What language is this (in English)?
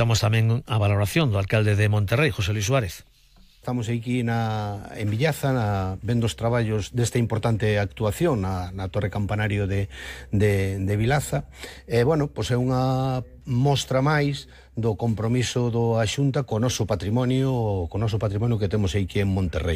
Galician